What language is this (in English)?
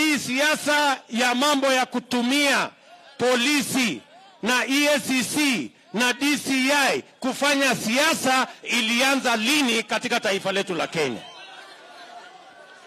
Swahili